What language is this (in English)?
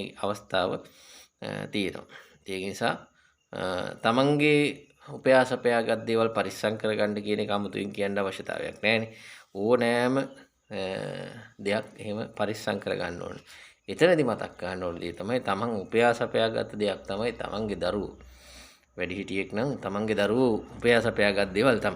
Sinhala